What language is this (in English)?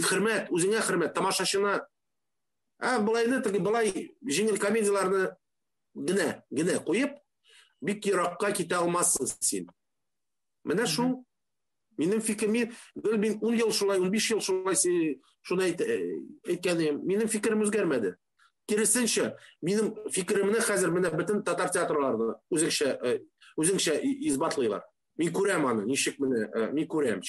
Tatar